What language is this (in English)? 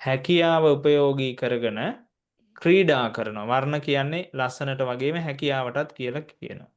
Sinhala